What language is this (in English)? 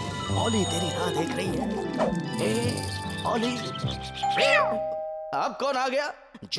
Hindi